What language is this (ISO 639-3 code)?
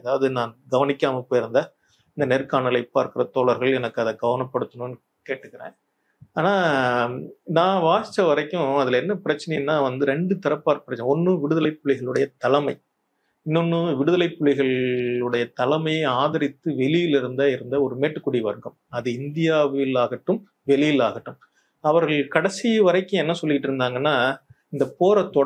tam